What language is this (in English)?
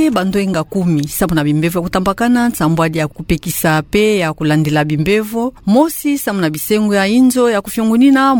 Kituba (Democratic Republic of Congo)